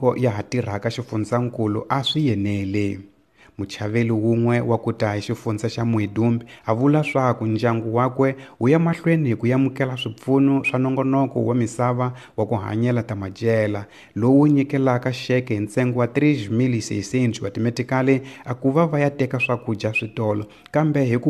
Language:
Tsonga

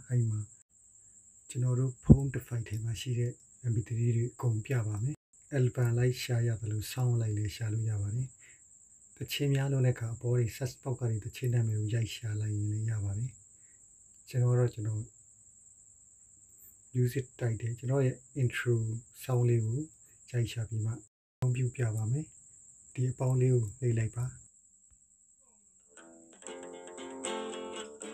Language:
Burmese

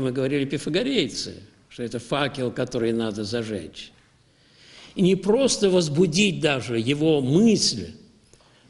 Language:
Russian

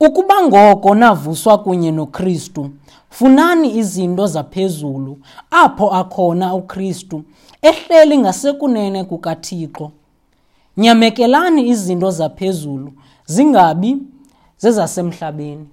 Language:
Xhosa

